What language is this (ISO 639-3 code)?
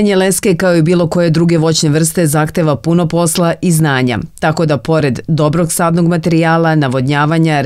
srp